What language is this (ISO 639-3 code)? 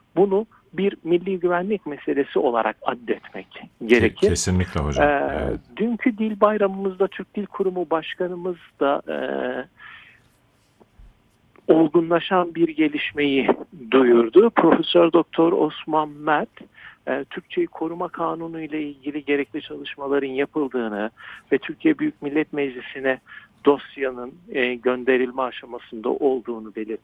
tur